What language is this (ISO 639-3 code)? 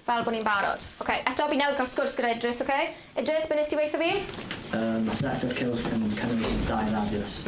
cym